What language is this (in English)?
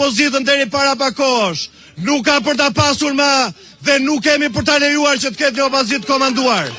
Albanian